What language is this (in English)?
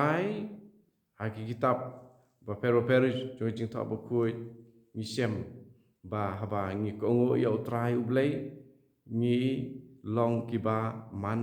Khasi